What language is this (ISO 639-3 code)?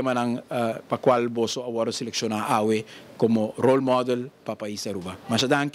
pap